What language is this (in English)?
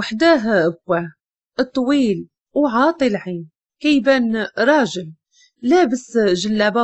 Moroccan Arabic